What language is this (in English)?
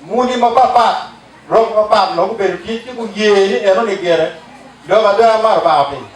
Acoli